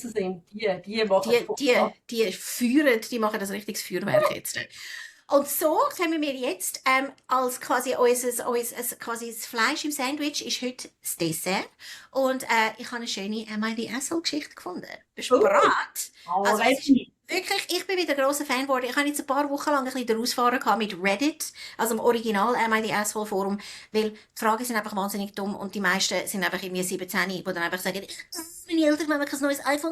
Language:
Swiss German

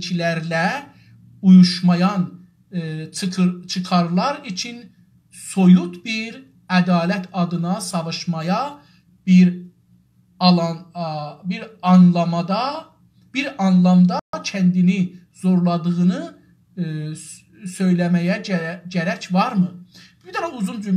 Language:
South Azerbaijani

